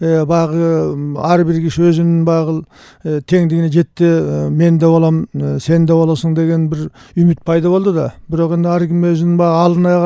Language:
Kyrgyz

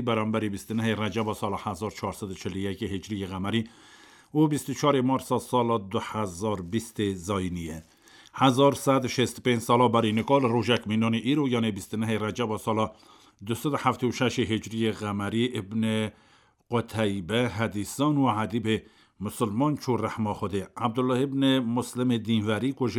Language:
Kurdish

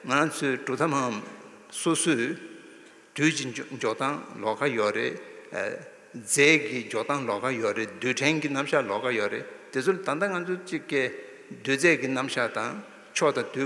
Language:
Tibetan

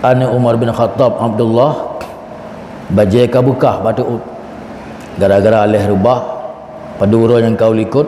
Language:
Achinese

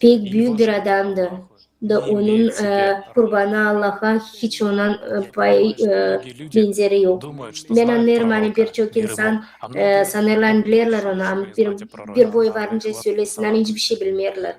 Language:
Gagauz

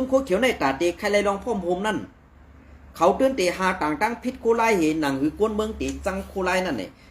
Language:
Shan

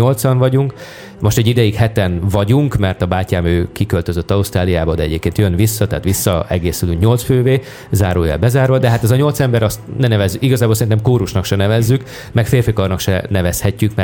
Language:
Hungarian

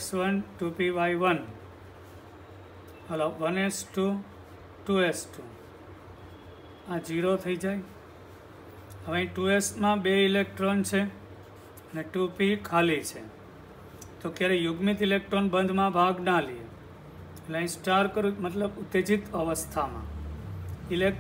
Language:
Gujarati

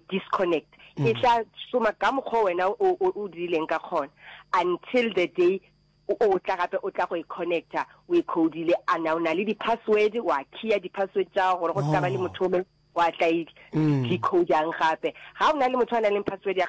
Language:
Northern Sotho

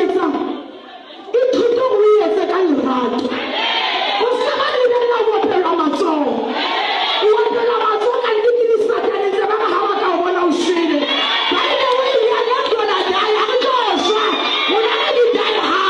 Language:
Southern Sotho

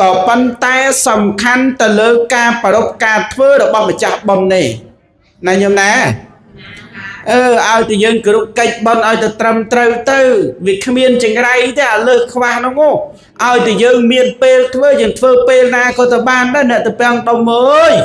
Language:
Khmer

